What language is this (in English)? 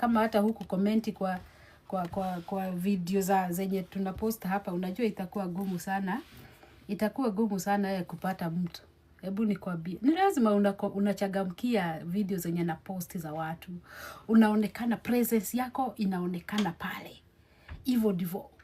Swahili